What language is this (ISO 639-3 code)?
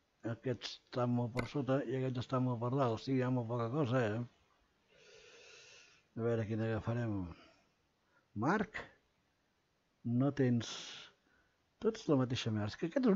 cat